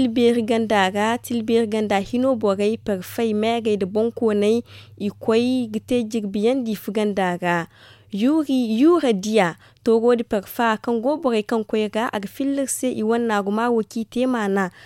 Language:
Zarma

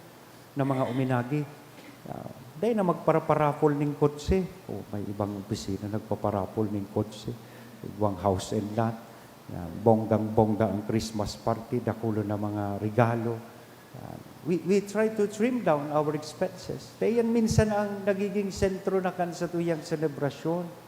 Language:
Bikol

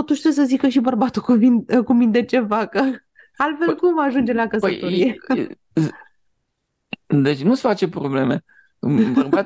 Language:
Romanian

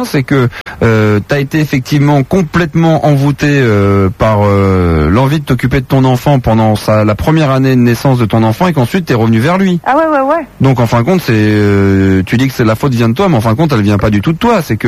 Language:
French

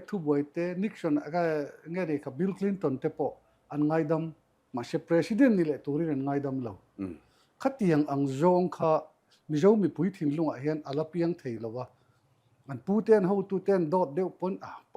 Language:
Mizo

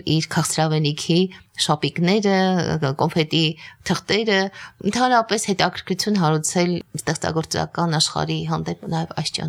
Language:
Armenian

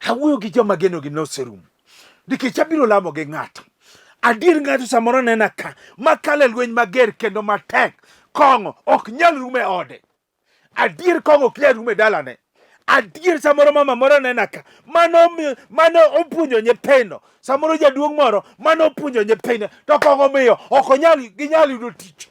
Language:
Luo (Kenya and Tanzania)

